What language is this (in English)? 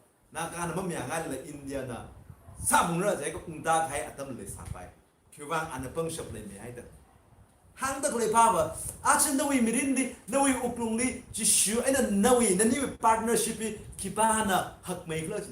Tangkhul Naga (India)